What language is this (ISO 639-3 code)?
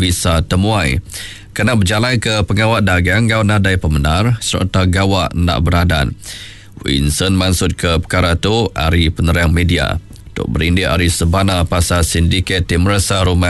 iba